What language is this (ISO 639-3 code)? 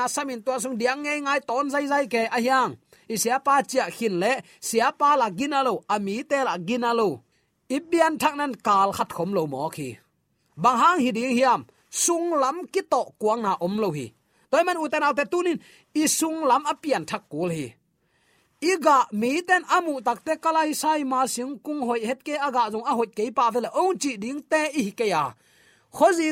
ctd